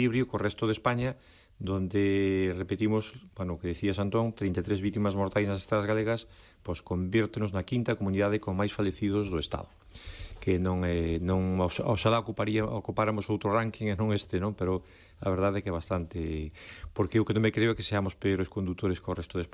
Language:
Galician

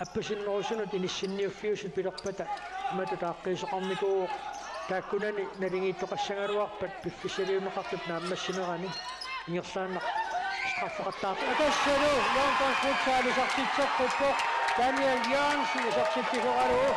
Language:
Kalaallisut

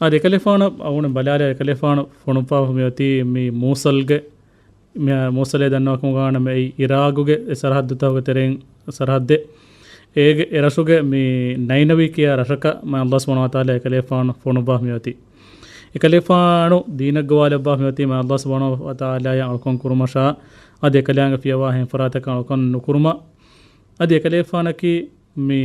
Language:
Divehi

